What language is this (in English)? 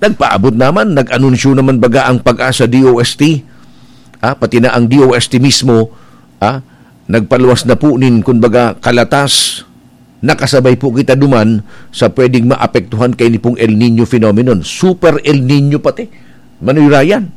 Bikol